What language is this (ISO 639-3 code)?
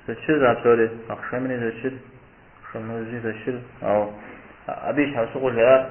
kbd